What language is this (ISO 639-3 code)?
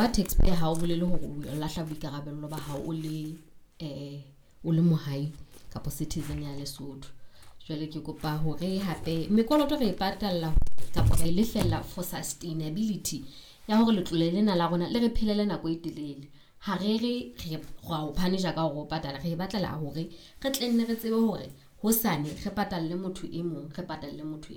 sot